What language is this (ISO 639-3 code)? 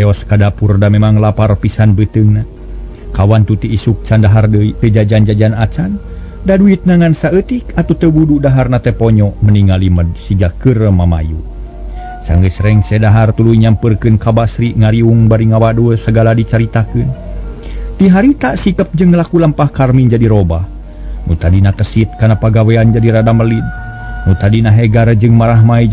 sun